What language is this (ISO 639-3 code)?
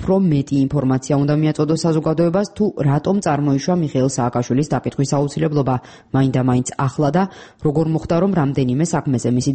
kat